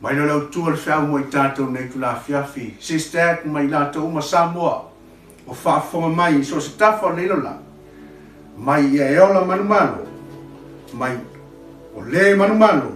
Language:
Samoan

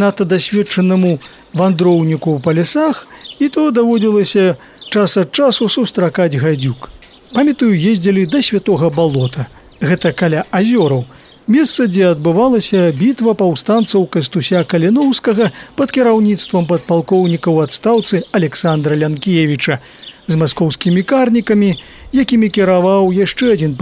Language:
Belarusian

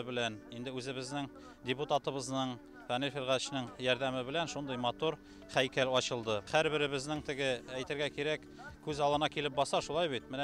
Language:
Tatar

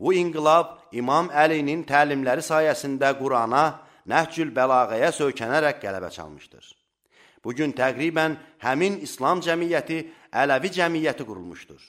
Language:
Azerbaijani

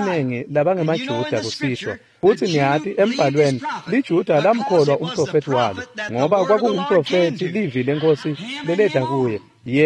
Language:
Swati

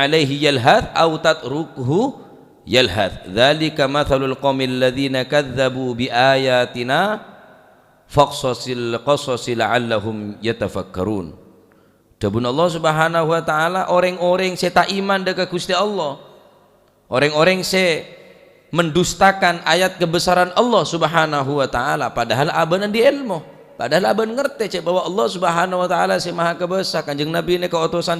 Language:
Madurese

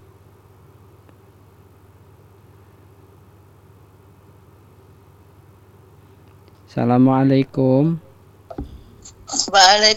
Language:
Indonesian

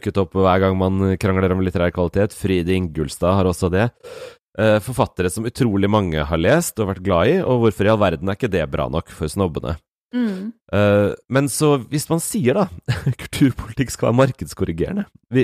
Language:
Norwegian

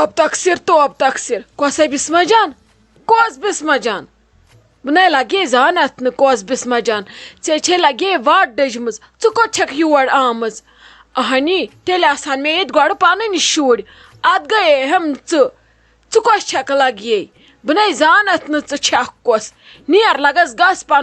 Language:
Kashmiri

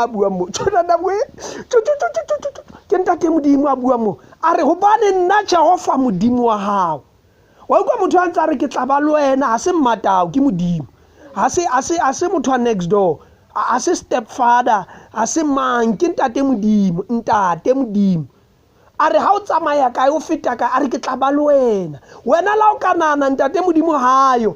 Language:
Southern Sotho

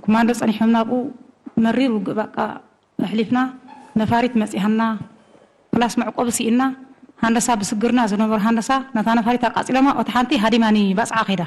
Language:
Tigrinya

